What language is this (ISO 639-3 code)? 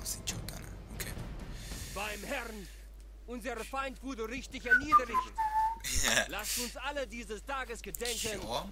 gsw